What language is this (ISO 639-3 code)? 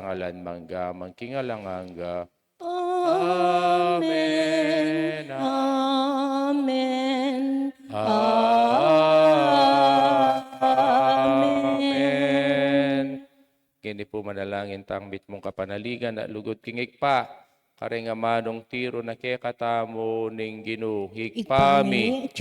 pam